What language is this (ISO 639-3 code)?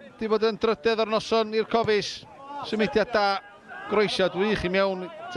cym